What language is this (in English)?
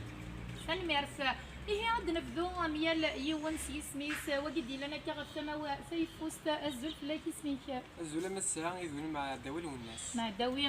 Kabyle